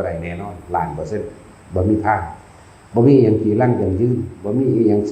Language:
Northeastern Thai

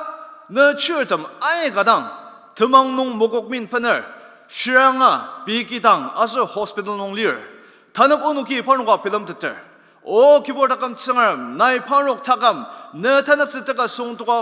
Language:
Ao Naga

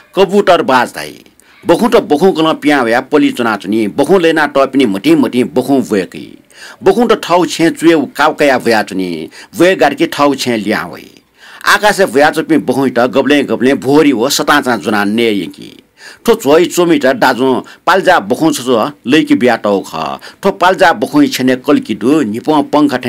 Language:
Newari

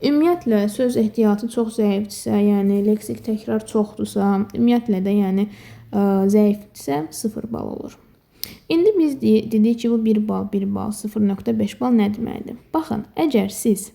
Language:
Azerbaijani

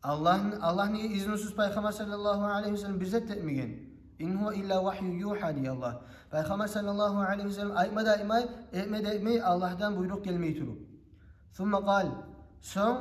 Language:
Kumyk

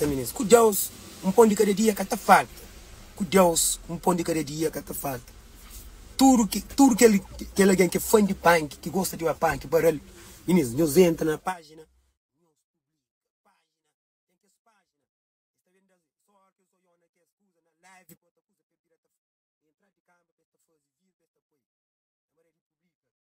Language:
Kabuverdianu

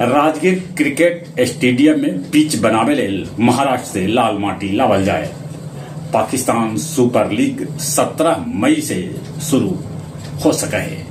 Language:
Magahi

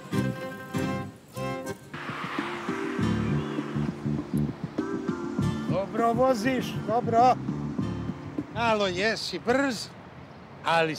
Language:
Croatian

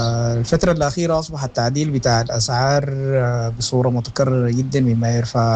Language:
Sudanese Arabic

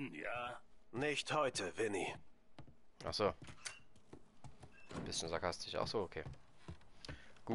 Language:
German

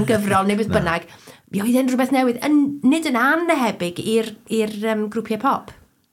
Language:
Welsh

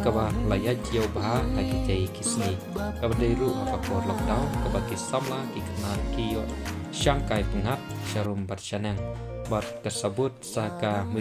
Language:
Khasi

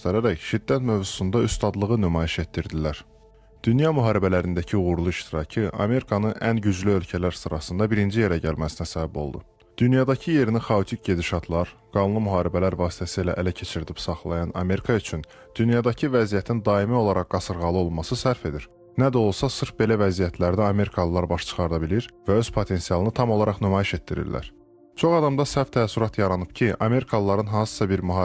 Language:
Azerbaijani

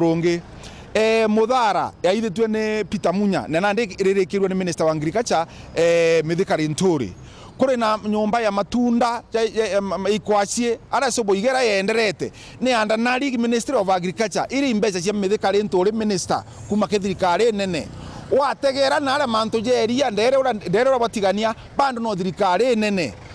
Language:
Meru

